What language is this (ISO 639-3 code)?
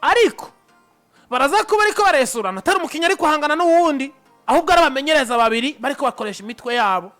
run